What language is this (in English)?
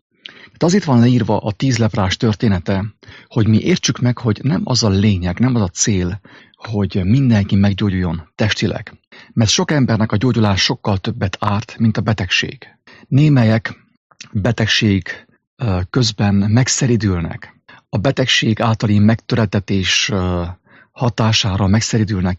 Hungarian